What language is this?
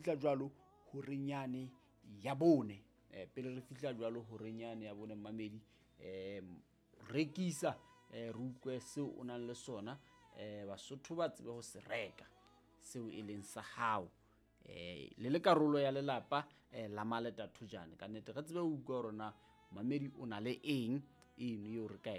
Southern Sotho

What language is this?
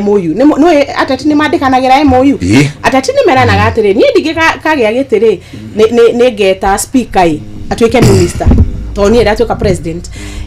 Kikuyu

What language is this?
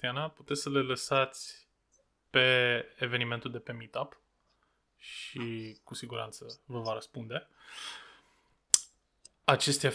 Romanian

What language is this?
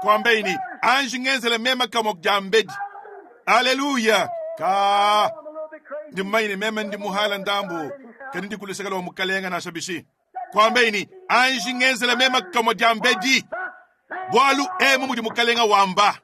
Luba-Lulua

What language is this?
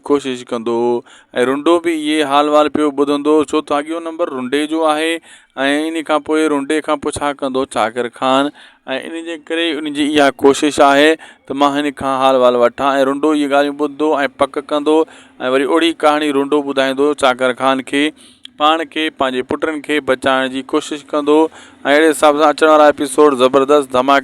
Sindhi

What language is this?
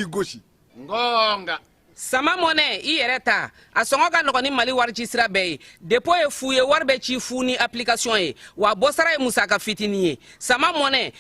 Bambara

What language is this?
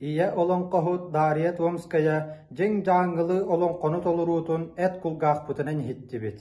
Yakut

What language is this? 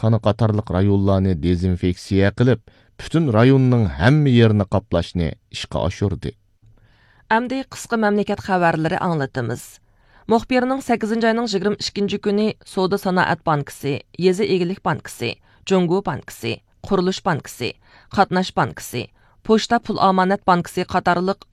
Uyghur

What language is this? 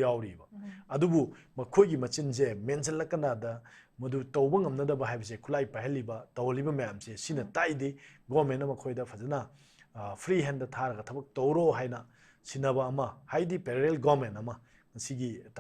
Manipuri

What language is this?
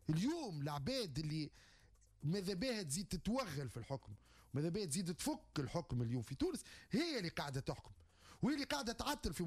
Tunisian Arabic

